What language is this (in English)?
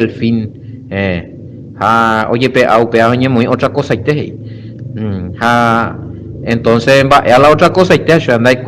Guarani